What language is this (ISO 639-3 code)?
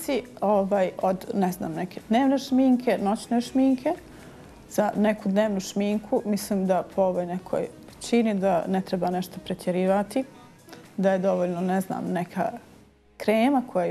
bos